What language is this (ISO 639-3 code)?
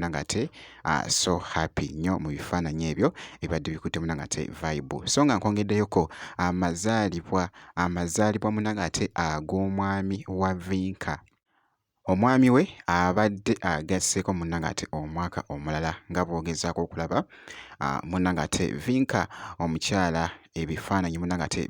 lug